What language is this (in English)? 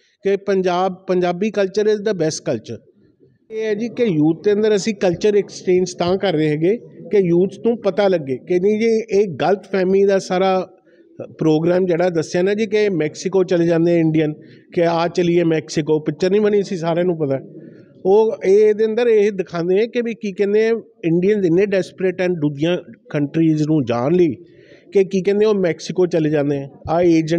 Punjabi